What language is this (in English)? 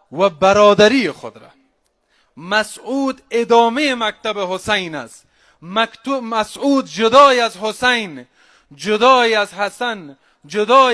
Persian